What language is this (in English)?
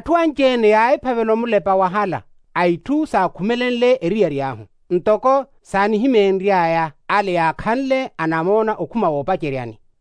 Makhuwa